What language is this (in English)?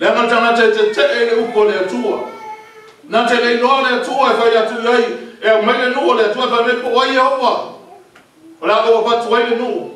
Samoan